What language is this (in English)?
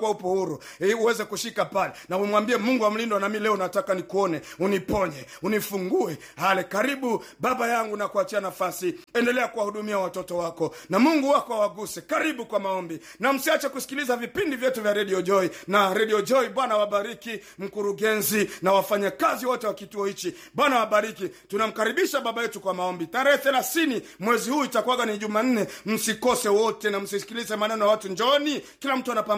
Swahili